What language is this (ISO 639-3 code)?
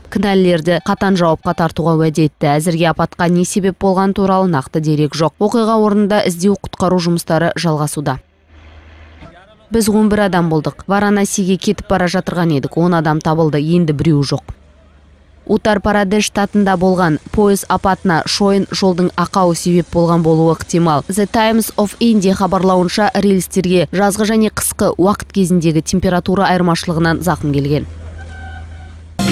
kaz